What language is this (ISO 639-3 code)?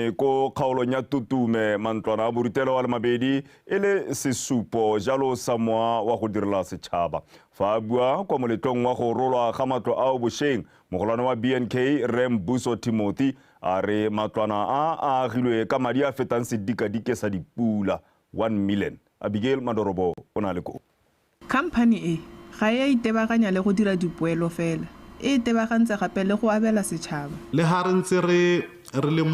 tsn